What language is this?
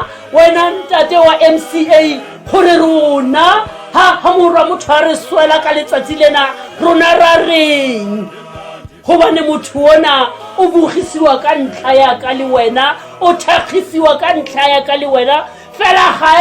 Tswana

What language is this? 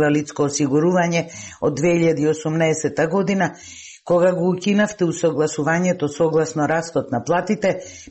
Macedonian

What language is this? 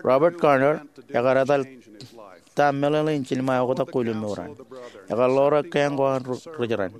Marshallese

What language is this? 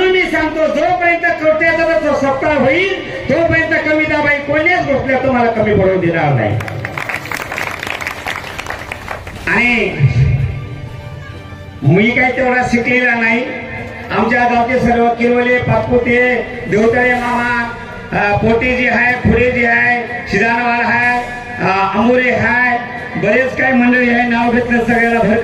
Marathi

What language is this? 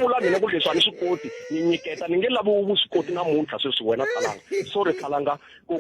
Tsonga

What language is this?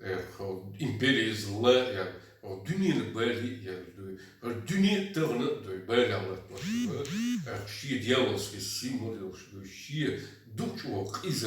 Chechen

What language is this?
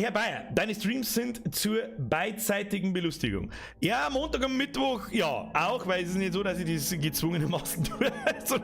Bavarian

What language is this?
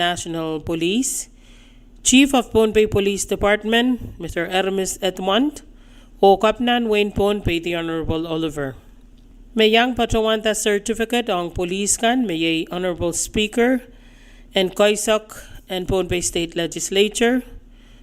Pohnpeian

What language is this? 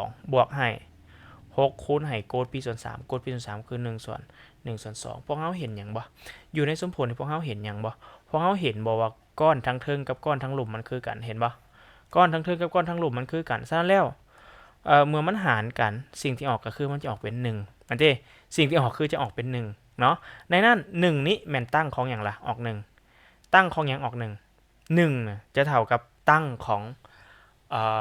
Lao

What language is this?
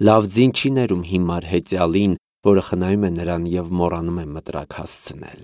Armenian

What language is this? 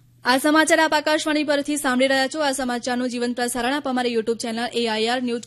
Gujarati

